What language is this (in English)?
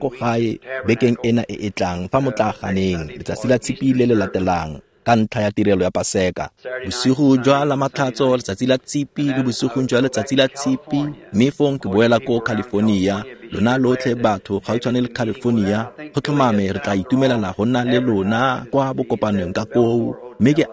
Tswana